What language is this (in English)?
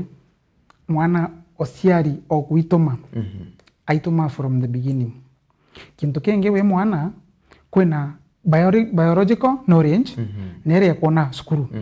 Meru